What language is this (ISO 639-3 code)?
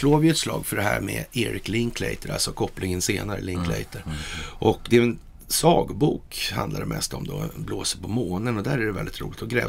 swe